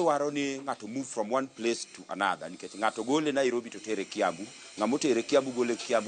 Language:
Luo (Kenya and Tanzania)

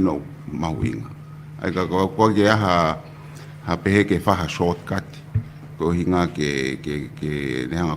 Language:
Tongan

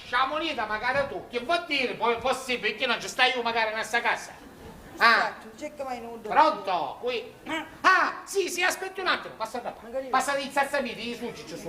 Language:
Sicilian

